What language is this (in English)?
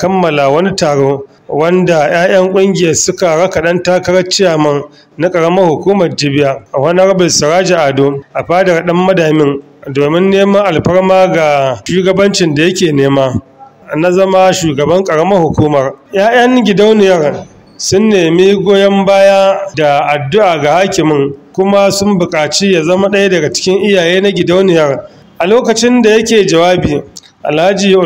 Hausa